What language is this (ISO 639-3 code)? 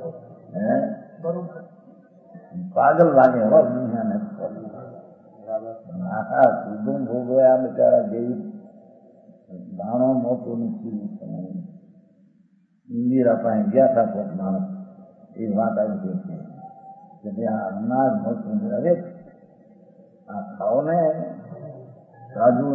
guj